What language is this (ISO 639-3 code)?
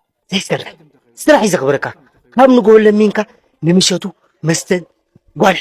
tir